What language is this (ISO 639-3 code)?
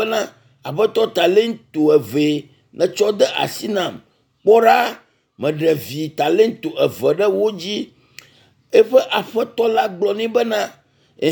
ewe